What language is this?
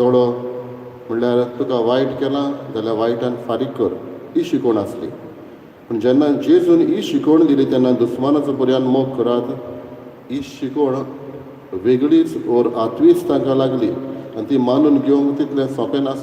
Konkani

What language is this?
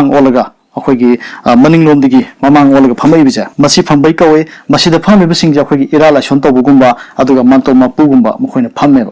Manipuri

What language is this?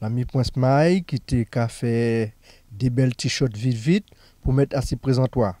Guadeloupean Creole French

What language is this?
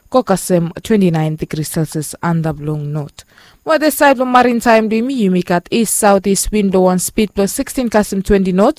Bislama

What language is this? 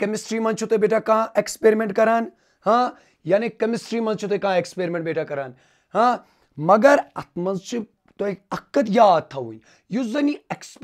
Kashmiri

